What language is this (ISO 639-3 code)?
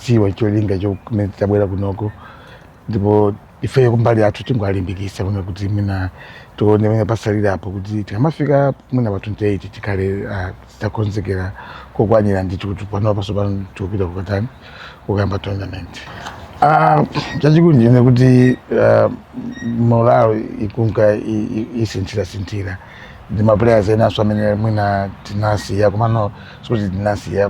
nya